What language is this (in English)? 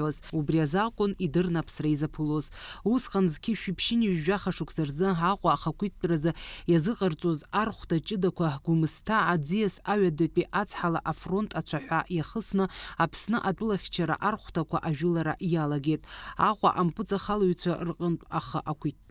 Abkhazian